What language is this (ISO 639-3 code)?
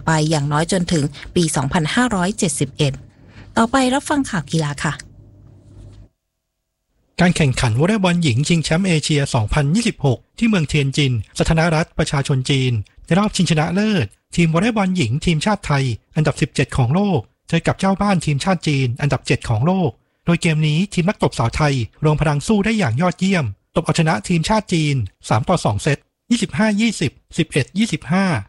tha